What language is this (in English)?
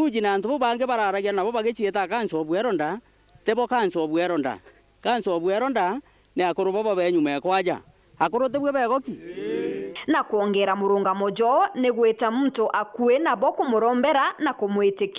Meru